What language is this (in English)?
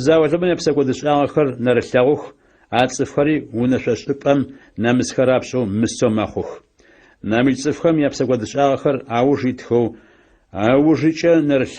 Adyghe